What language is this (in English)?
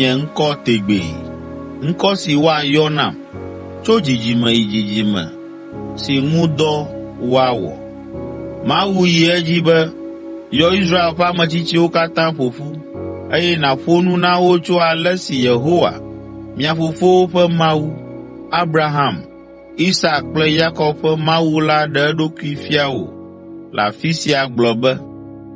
Ewe